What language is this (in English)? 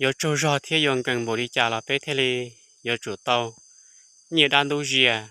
Hmong